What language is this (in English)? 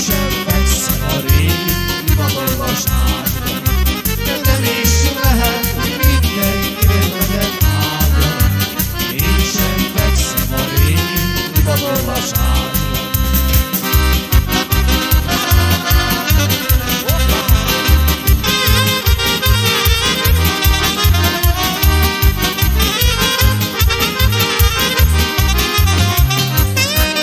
Hungarian